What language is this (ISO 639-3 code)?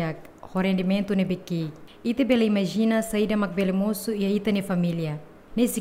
tet